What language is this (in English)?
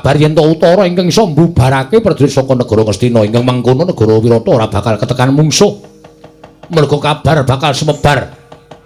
Javanese